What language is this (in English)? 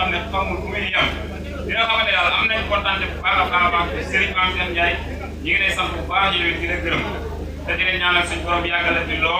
Wolof